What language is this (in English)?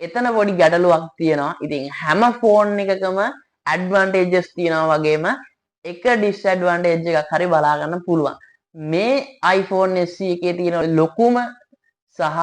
Sinhala